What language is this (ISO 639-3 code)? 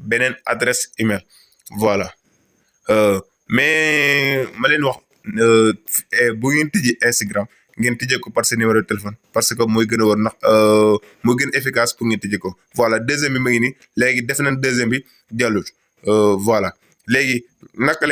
wol